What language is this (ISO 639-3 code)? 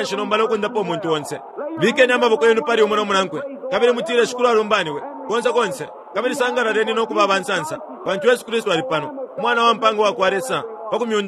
bem